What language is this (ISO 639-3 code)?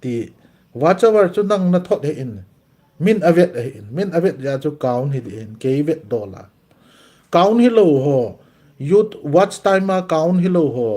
tcz